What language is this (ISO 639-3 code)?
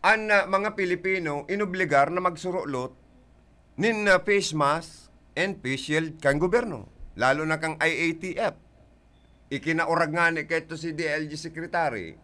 bik